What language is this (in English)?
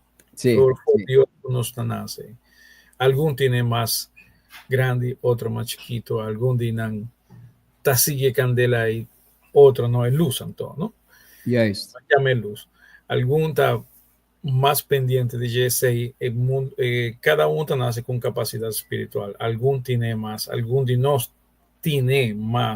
Papiamento